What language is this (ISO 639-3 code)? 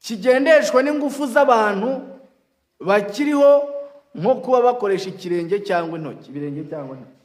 kin